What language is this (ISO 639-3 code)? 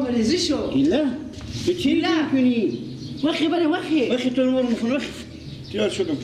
fas